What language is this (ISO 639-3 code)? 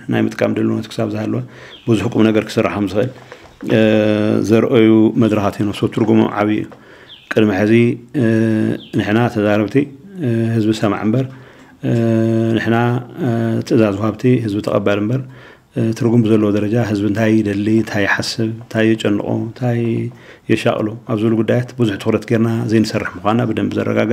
tir